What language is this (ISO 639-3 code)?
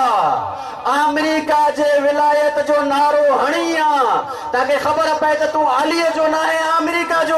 snd